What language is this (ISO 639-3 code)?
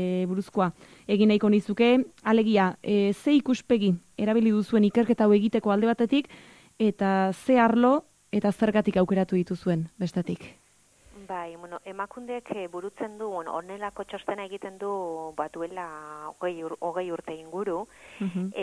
eus